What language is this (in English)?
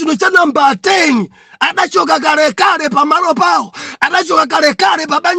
Nyanja